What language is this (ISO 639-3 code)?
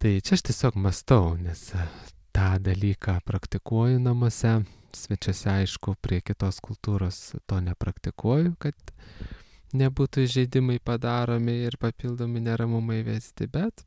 lit